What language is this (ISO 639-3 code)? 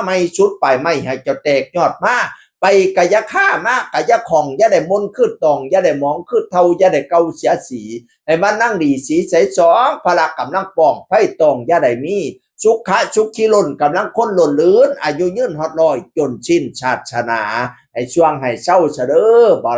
tts